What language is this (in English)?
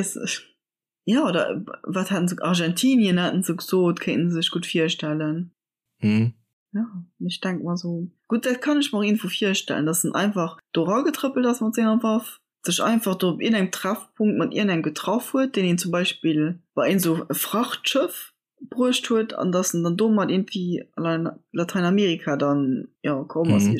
Luxembourgish